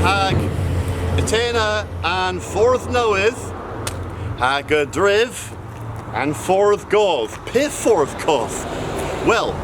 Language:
Cornish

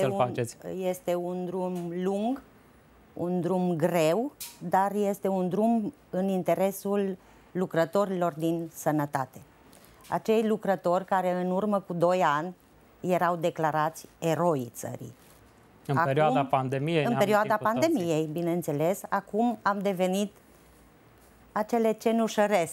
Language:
Romanian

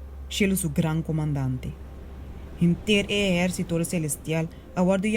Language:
Papiamento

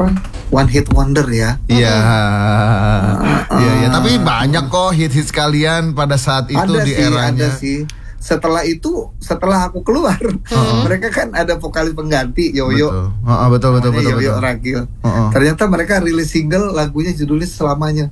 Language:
Indonesian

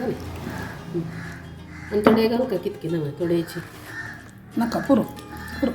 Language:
Konkani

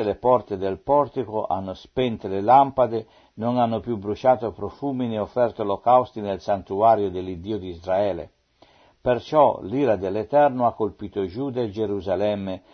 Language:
Italian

